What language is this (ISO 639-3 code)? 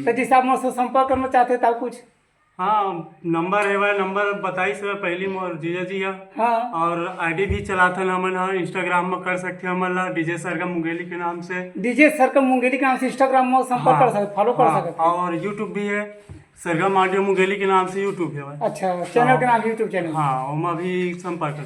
hne